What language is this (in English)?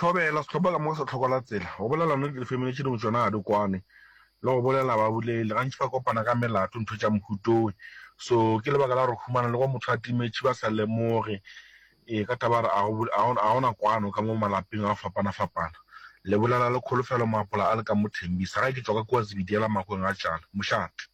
Northern Sotho